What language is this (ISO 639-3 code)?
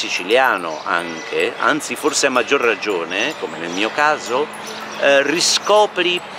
ita